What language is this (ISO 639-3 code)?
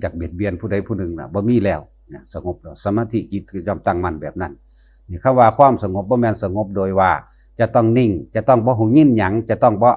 tts